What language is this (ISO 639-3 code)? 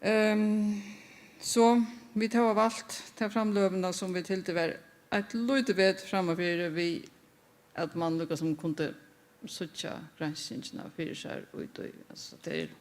fao